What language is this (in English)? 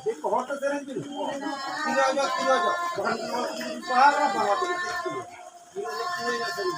Santali